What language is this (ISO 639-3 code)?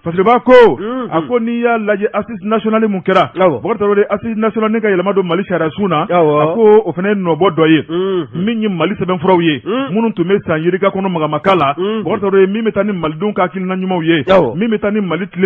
bam